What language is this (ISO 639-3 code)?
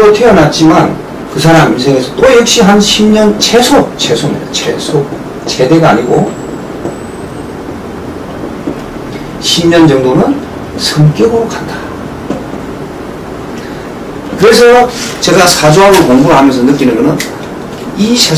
kor